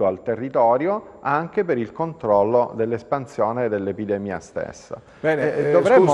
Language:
Italian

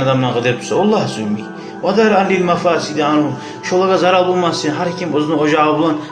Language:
Kumyk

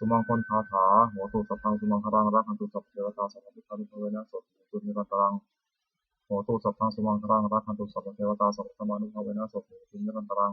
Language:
Pali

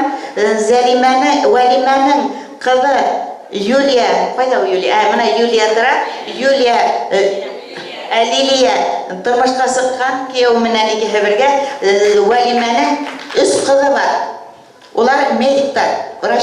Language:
Bashkir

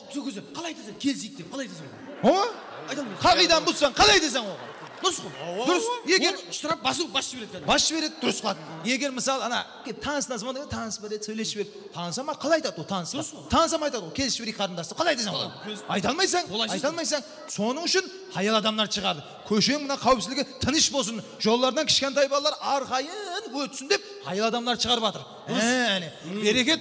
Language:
Kara-Kalpak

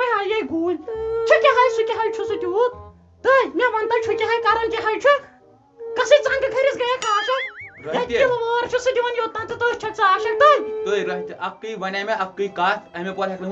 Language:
Kashmiri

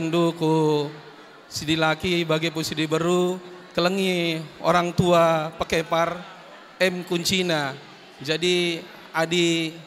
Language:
Batak Karo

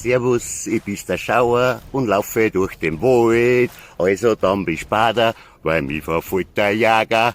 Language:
Bavarian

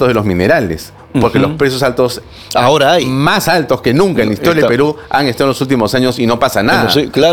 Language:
Spanish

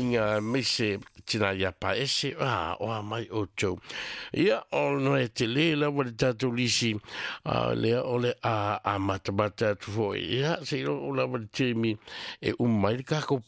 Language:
Samoan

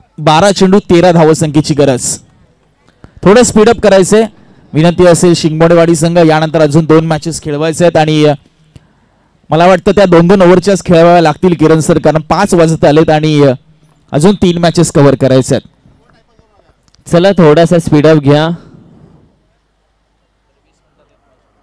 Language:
Marathi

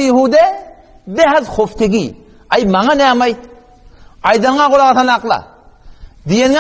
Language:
Turkmen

